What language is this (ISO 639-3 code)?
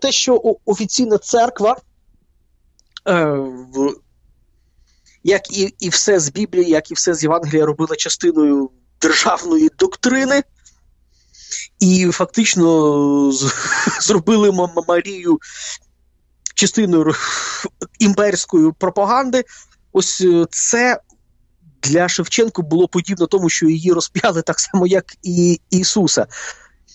ukr